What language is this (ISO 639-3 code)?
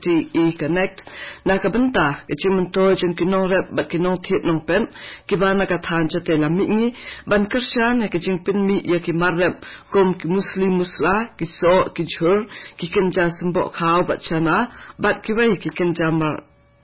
kha